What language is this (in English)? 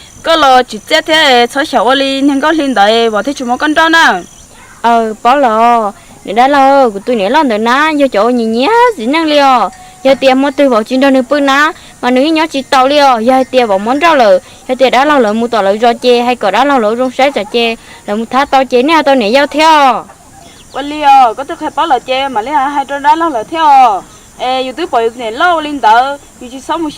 Hmong